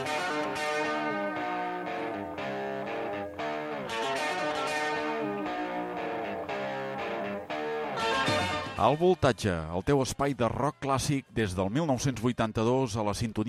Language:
Catalan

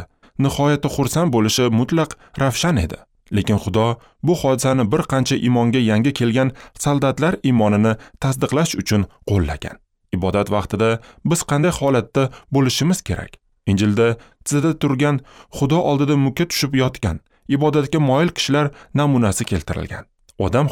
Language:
Uzbek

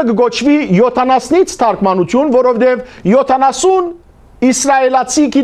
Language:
Western Armenian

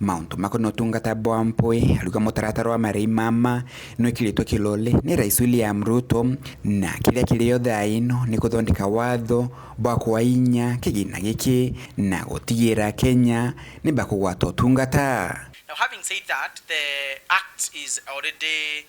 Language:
Meru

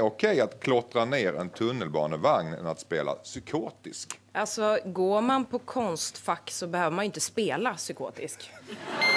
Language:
Swedish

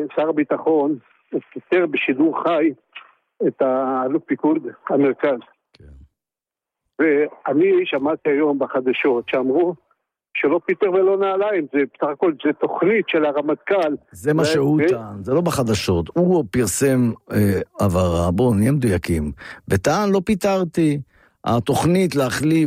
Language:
Hebrew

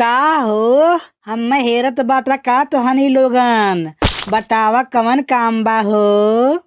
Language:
Bhojpuri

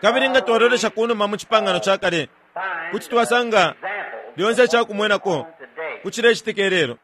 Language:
Bemba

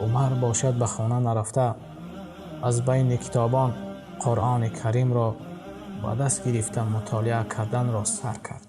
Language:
Tajik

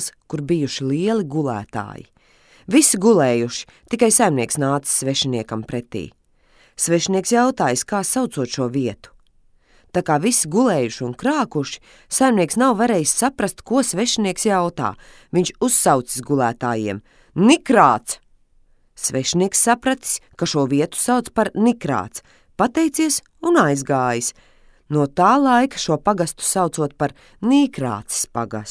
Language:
Latvian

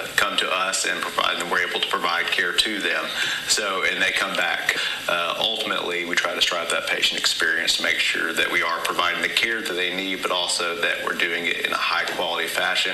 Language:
English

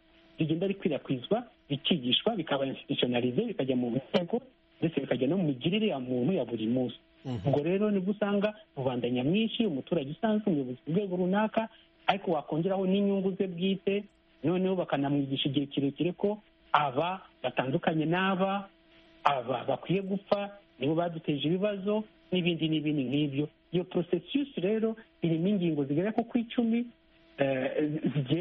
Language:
Kinyarwanda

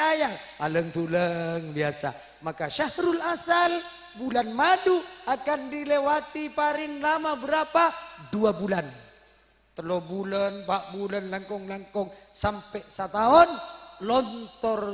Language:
Madurese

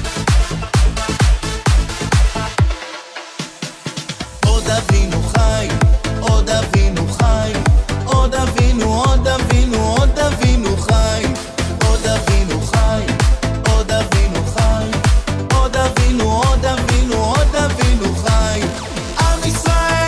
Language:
Hebrew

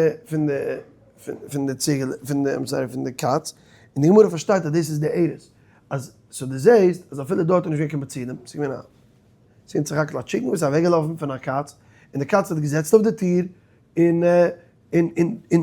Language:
Yiddish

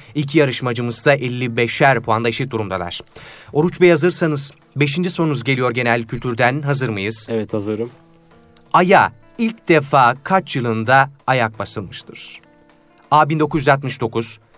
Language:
Turkish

